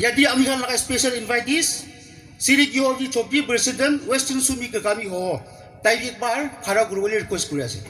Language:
Yimchungru Naga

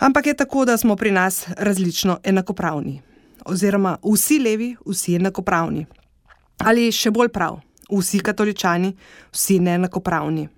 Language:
Slovenian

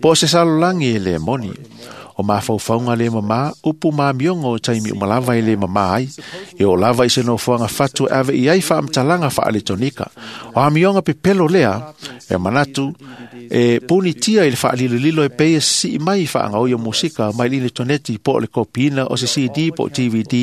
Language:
Samoan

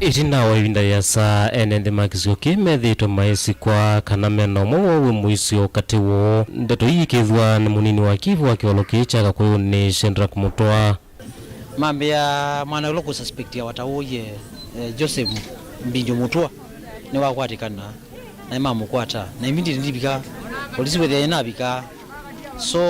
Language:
Kamba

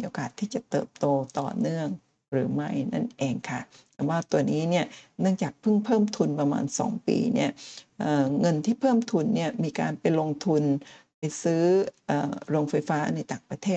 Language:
Thai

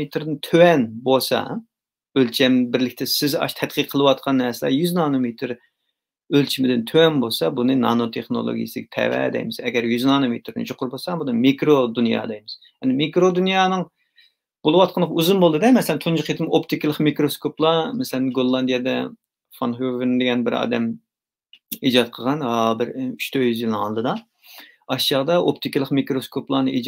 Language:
Uyghur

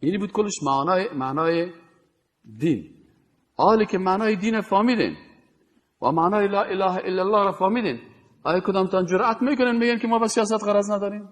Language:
Persian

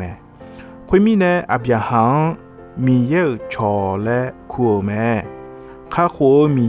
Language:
Akha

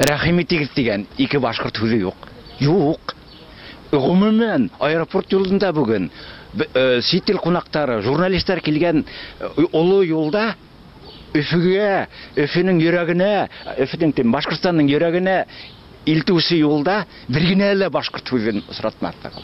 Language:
Tatar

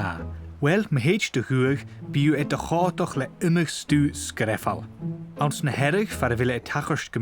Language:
Scottish Gaelic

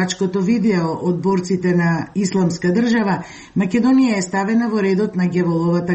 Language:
Macedonian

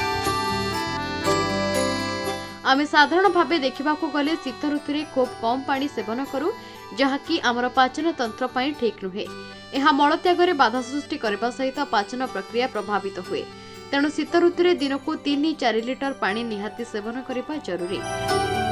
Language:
Odia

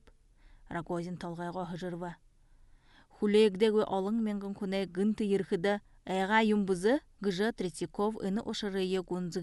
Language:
Buriat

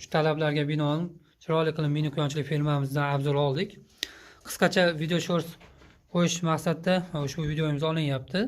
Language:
Uzbek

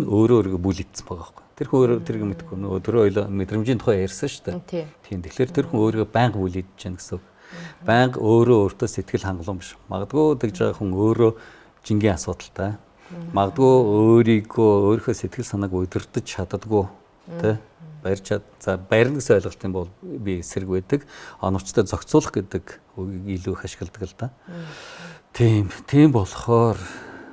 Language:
Mongolian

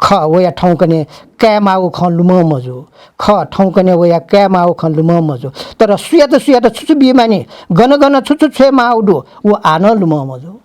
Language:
Newari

